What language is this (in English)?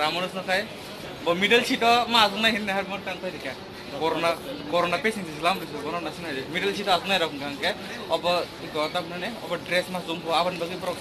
Kok Borok